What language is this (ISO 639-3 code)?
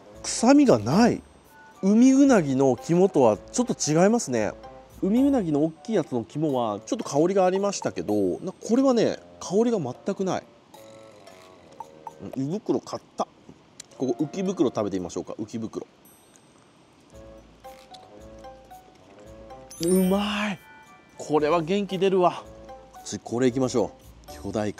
jpn